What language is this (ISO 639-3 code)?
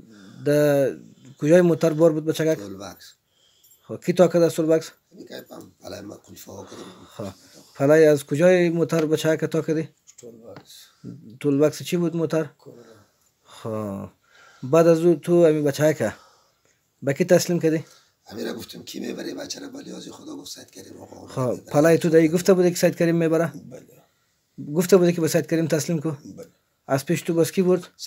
fas